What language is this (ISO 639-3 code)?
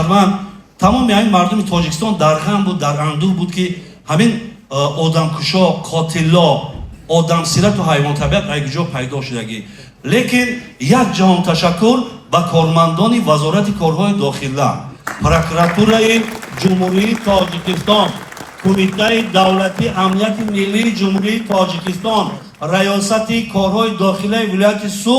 tgk